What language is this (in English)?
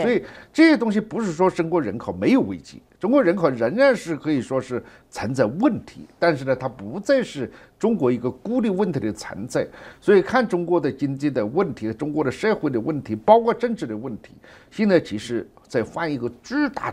Chinese